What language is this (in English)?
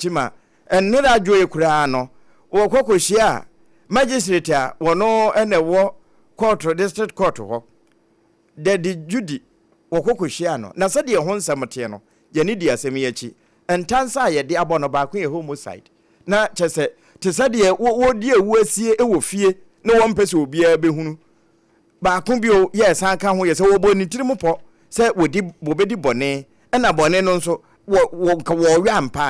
Akan